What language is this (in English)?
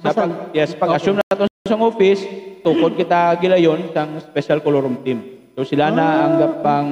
Hiligaynon